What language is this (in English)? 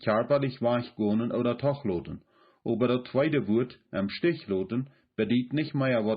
Plautdietsch